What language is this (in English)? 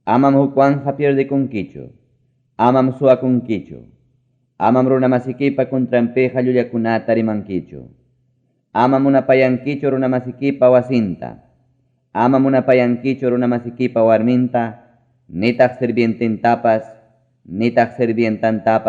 Ayacucho Quechua